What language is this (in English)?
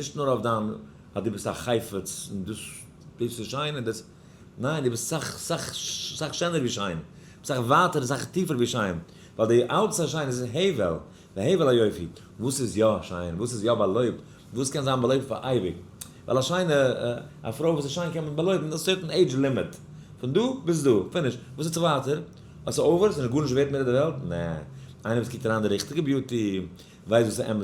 Yiddish